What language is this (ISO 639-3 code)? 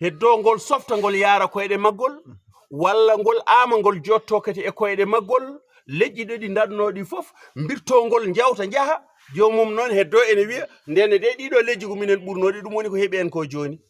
ful